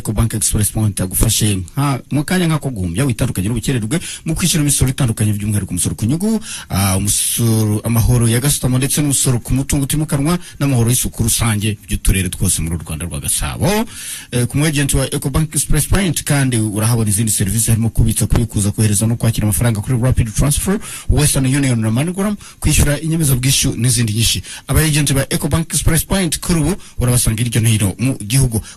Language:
Kinyarwanda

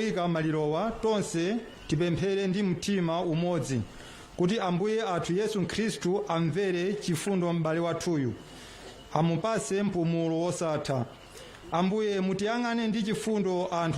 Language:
Nyanja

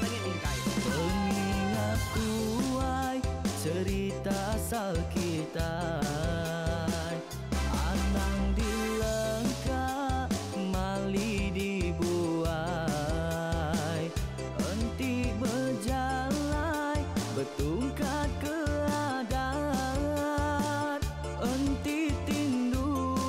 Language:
Iban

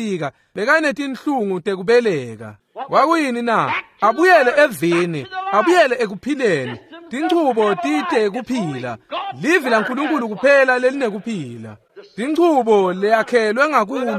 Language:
Swati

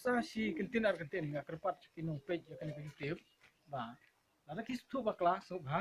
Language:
Khasi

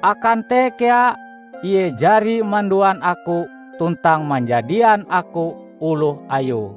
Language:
Ngaju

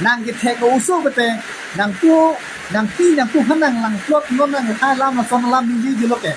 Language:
Karbi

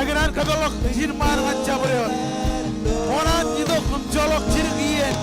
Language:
Marshallese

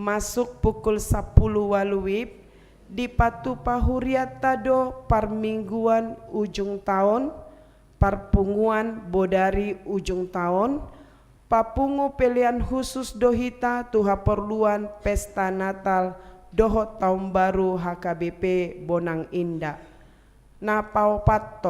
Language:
Batak Toba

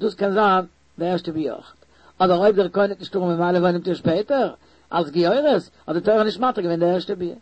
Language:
Yiddish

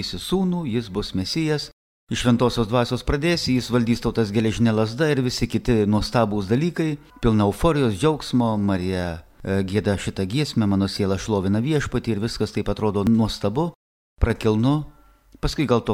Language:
Lithuanian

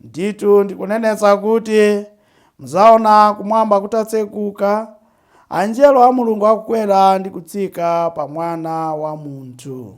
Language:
Nyanja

